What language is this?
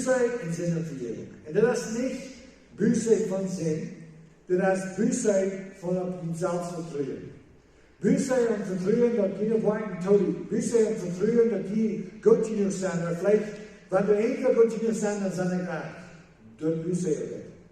Plautdietsch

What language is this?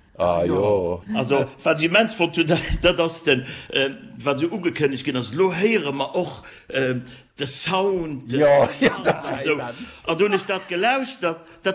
Luxembourgish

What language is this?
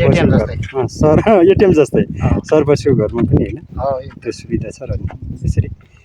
Nepali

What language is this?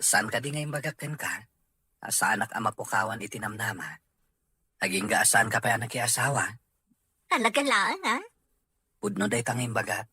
Iloko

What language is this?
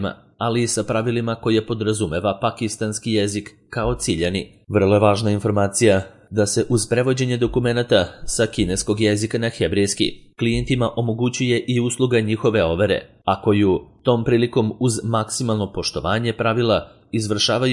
Serbian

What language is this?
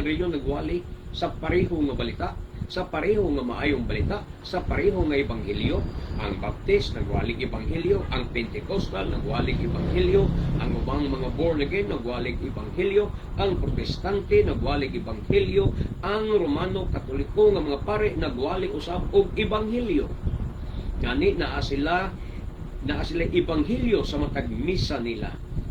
Cebuano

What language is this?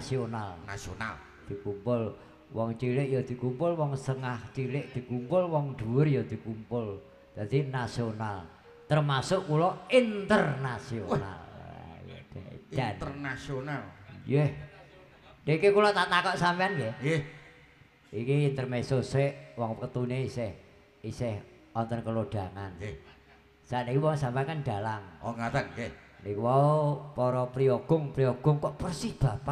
Javanese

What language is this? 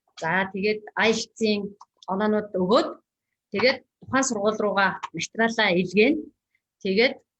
Mongolian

